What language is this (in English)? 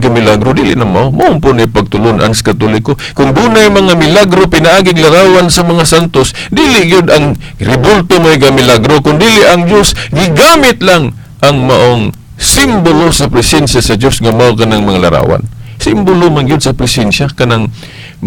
Cebuano